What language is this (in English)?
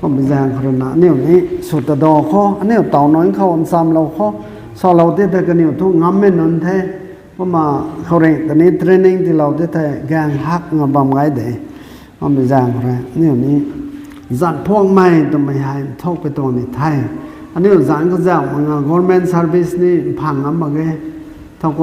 Rongmei Naga